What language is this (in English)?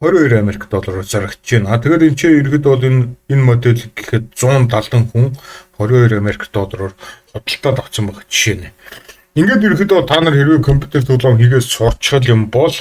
Mongolian